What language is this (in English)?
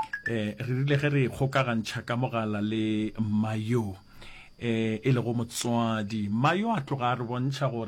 Northern Sotho